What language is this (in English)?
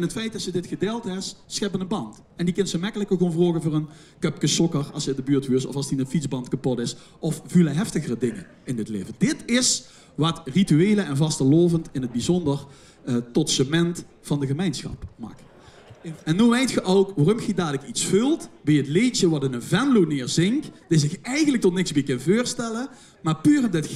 Limburgish